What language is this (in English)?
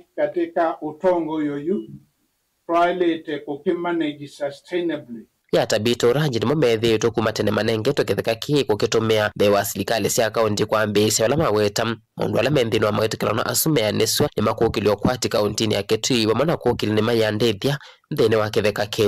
Kamba